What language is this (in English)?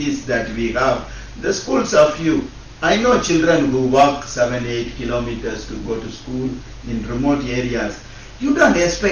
Acoli